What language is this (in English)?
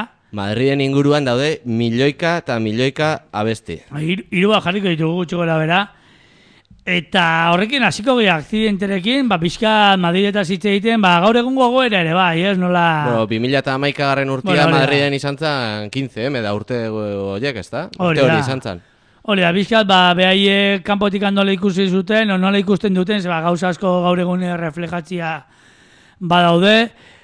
Basque